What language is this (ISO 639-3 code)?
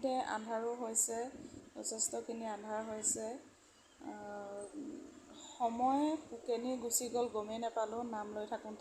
asm